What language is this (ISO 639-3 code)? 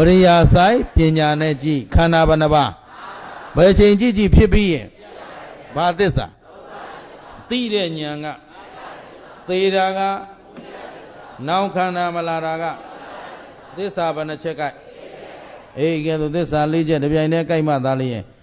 mya